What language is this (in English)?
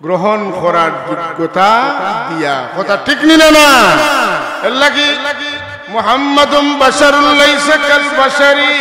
Sylheti